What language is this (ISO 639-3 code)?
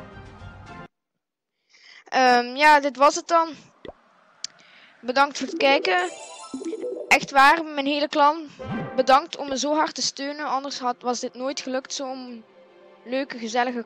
nld